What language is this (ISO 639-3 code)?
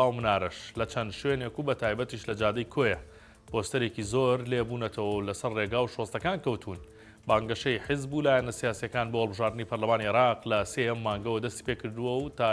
ckb